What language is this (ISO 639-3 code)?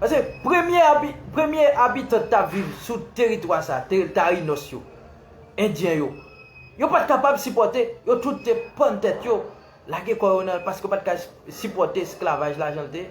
hat